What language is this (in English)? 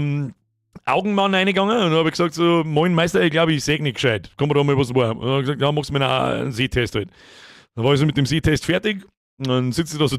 Bavarian